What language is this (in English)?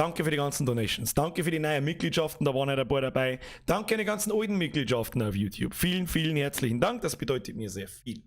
Bavarian